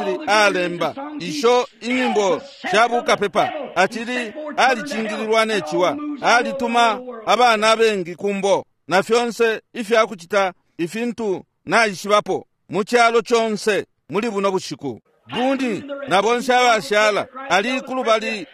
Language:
Bemba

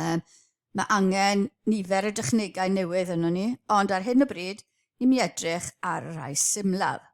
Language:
Welsh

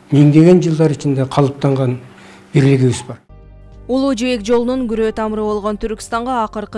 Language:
Kyrgyz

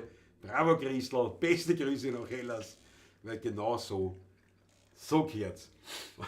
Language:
Bavarian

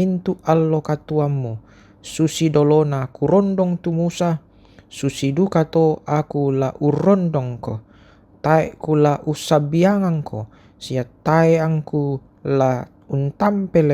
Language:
Toraja-Sa'dan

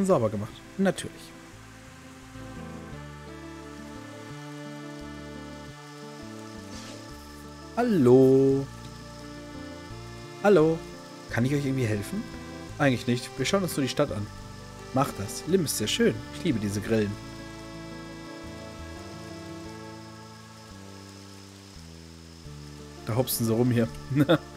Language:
German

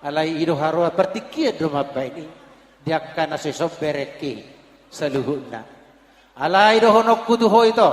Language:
Batak Toba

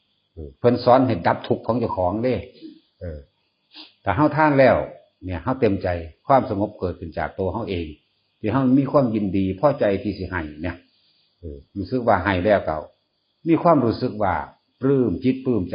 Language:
Northeastern Thai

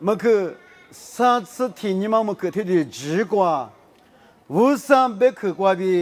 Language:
Lisu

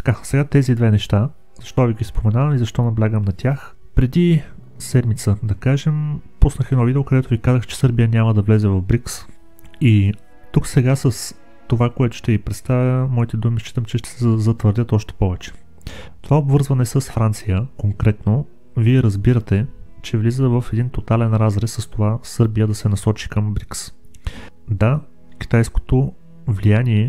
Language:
Bulgarian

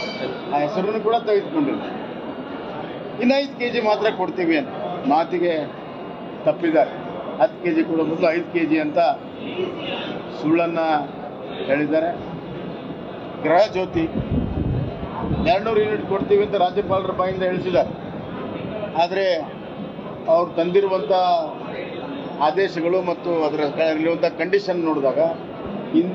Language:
Kannada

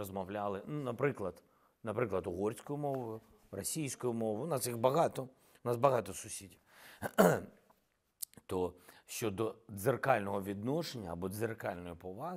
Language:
Ukrainian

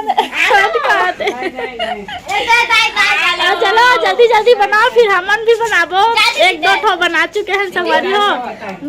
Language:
Chhattisgarhi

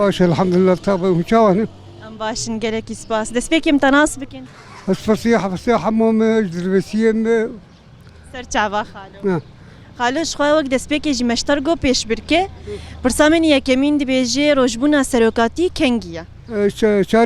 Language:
Kurdish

